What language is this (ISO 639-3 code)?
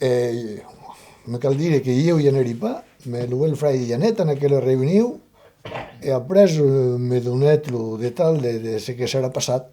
oci